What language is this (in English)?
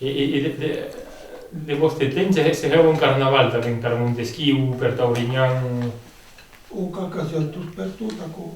Occitan